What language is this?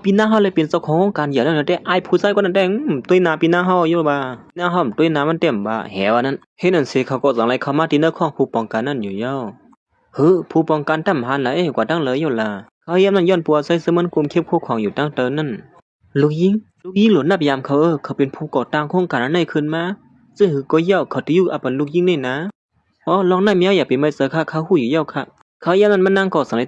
Shan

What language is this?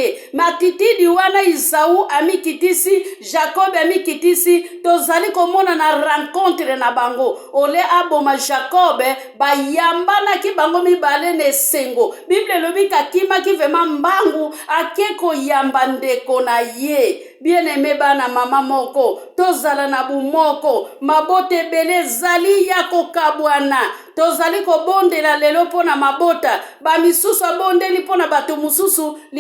Lingala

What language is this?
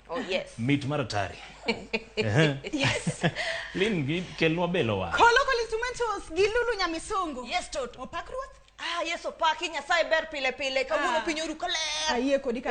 Luo (Kenya and Tanzania)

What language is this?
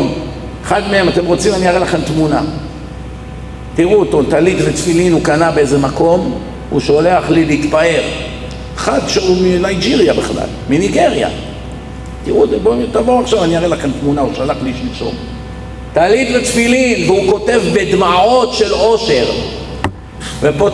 Hebrew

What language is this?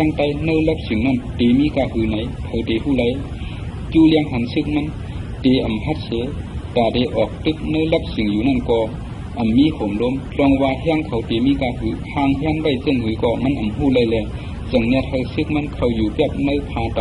Shan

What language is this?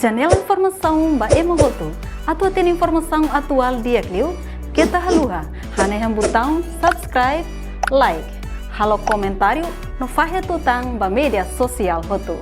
Tetum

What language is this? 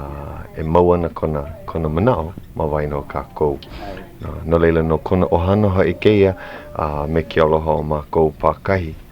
Hawaiian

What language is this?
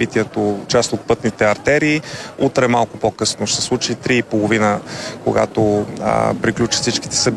Bulgarian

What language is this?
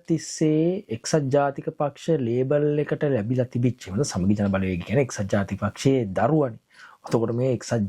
Sinhala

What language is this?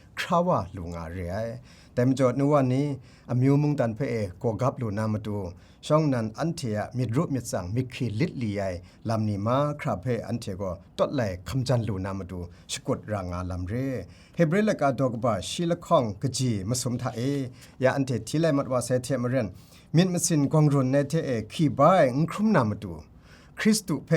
Kachin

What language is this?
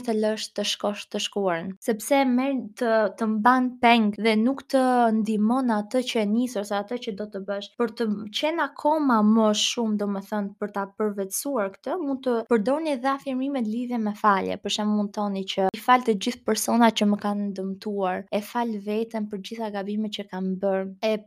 Albanian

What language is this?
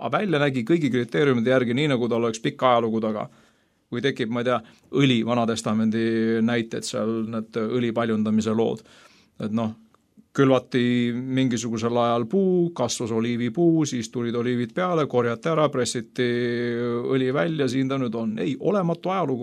Estonian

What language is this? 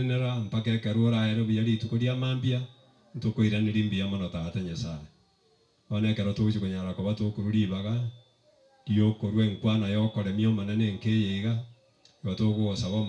Gusii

